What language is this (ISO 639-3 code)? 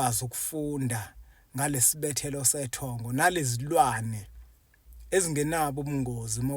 zul